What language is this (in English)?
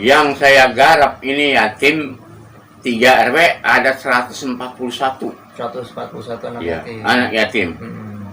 Betawi